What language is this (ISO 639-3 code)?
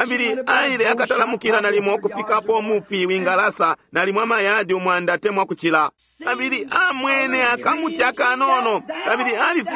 bem